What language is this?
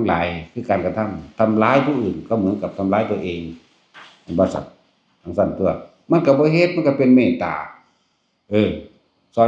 Northeastern Thai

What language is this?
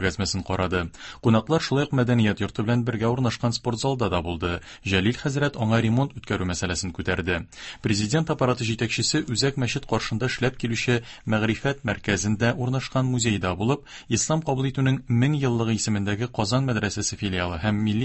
Tatar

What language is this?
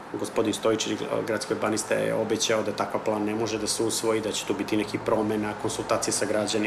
Serbian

